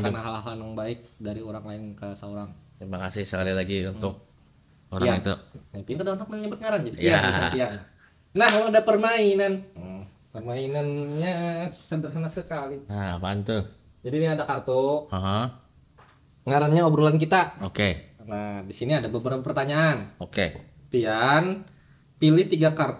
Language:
Banjar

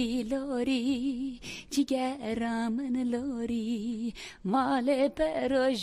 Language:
Zaza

